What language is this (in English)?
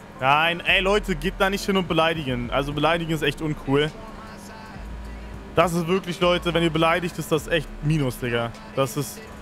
German